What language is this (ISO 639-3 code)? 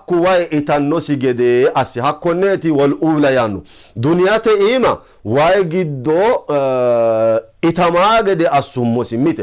sid